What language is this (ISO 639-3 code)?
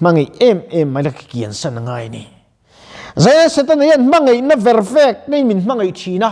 lus